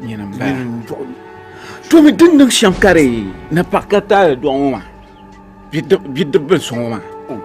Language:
Dagbani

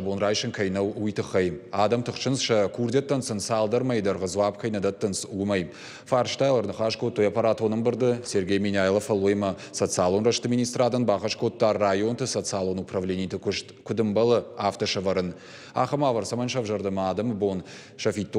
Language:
Ossetic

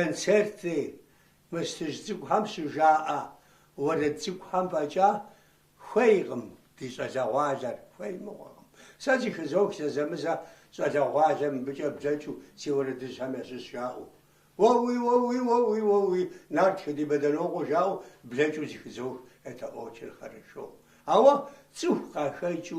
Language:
Kabardian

